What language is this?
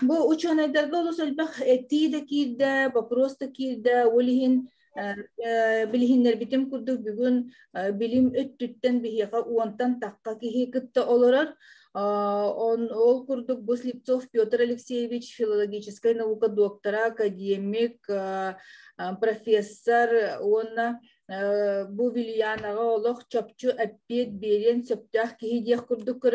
Yakut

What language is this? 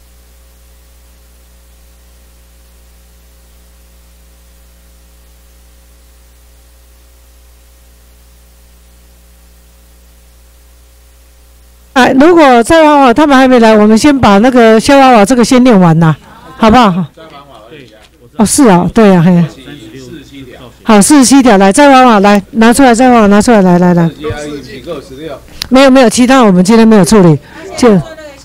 Chinese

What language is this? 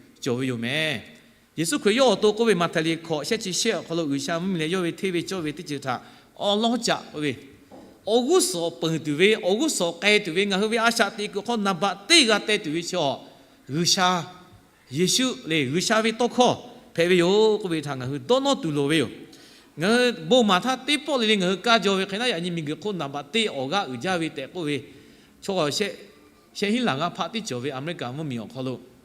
Lahu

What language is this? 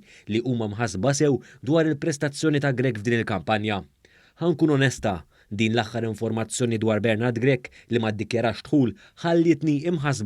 Maltese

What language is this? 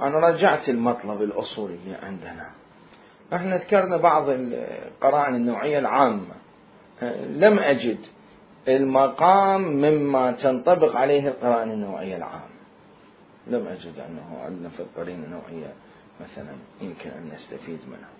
Mesopotamian Arabic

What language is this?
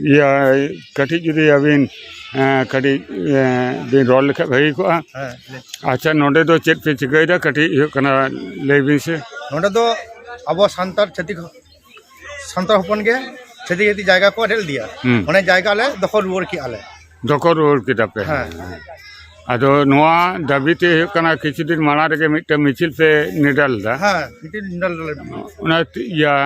Santali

